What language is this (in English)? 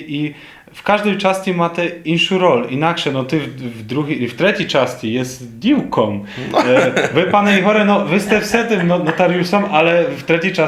Rusyn